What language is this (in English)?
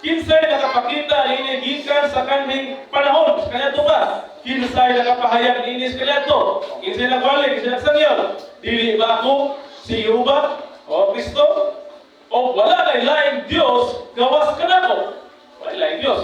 Cebuano